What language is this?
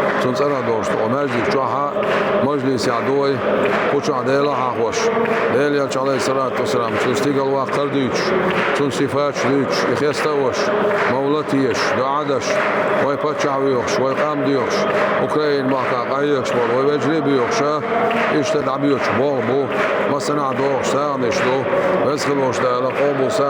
Chechen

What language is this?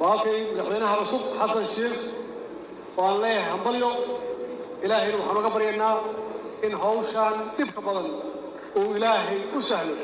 Somali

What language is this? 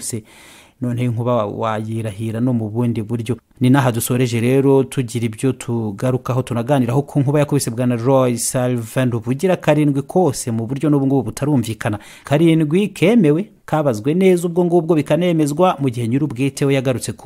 Kinyarwanda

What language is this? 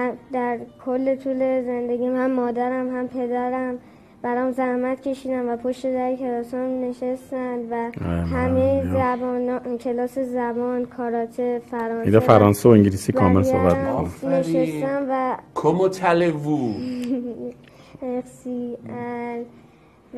Persian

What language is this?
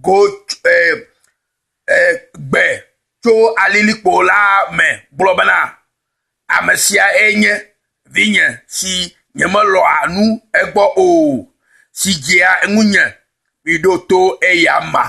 Ewe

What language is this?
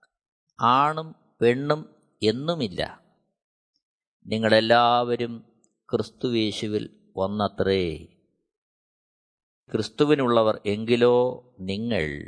Malayalam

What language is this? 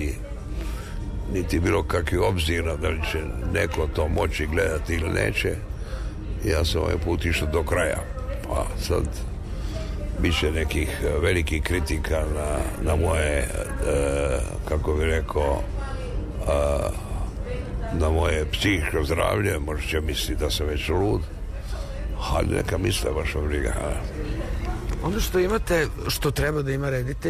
Serbian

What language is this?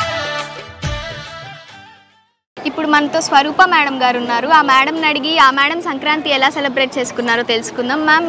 Telugu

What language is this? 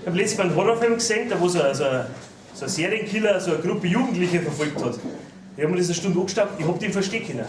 Bavarian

